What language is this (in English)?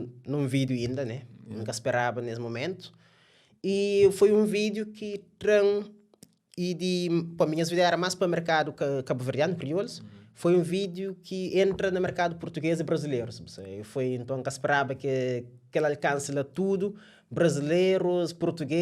Kabuverdianu